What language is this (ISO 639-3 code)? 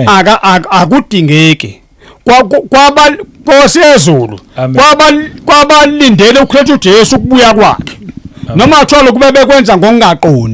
zul